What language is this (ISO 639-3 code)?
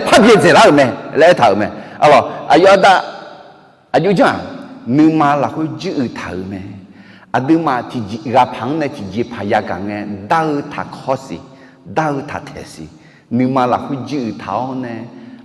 ahk